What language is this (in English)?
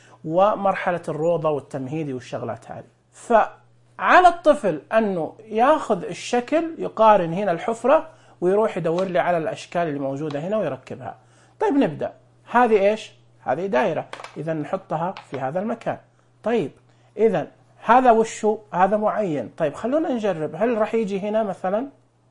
Najdi Arabic